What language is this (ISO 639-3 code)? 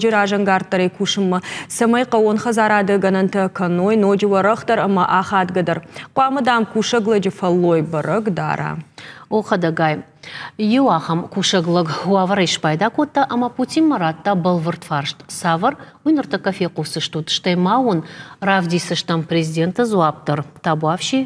oss